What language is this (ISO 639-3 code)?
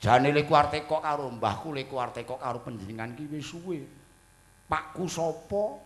jav